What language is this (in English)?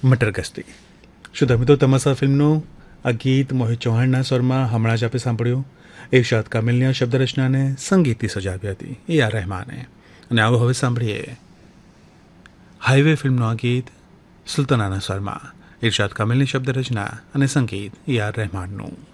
Gujarati